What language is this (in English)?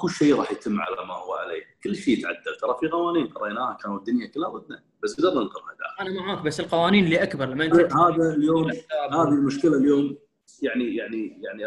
Gulf Arabic